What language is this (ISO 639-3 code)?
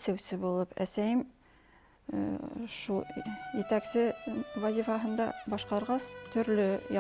bak